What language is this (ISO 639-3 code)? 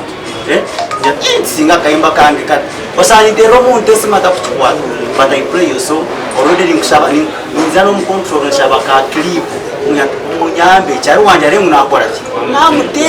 nyn